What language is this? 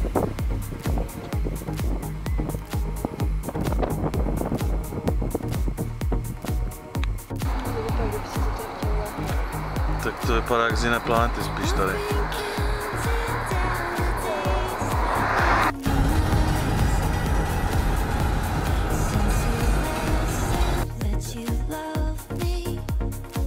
Czech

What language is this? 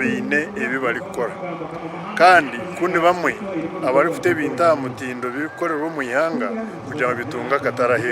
Nyankole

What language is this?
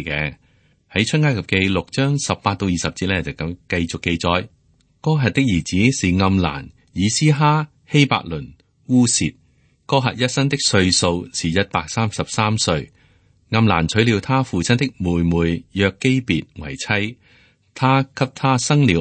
Cantonese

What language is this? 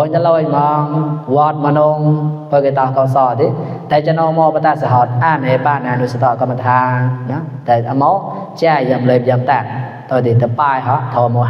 Mon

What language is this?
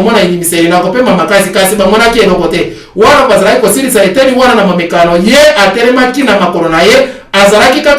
Lingala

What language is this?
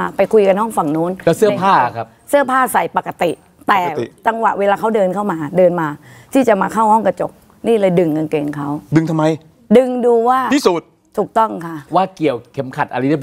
Thai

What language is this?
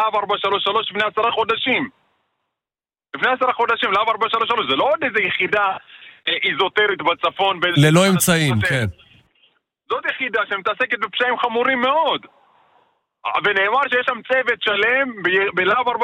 Hebrew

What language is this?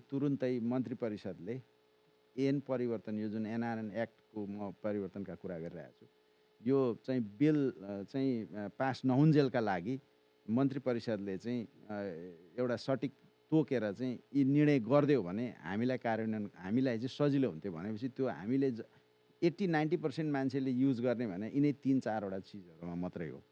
Nepali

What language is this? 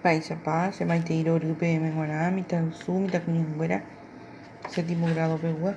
Guarani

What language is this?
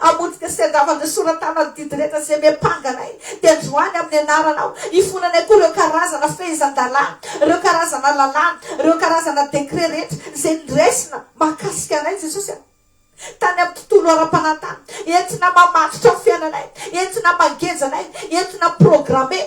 Malagasy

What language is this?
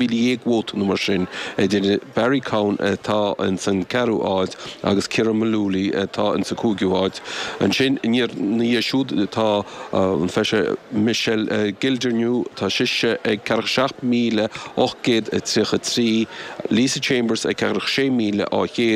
Irish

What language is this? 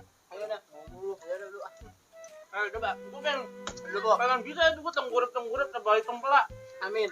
Betawi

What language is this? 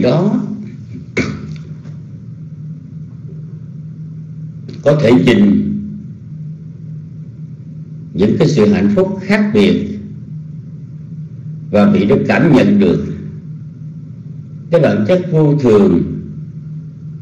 Vietnamese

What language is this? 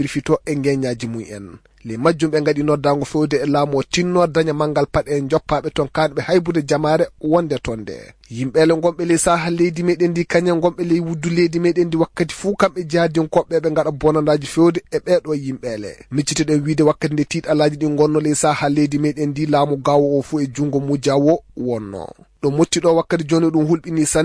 Maasina Fulfulde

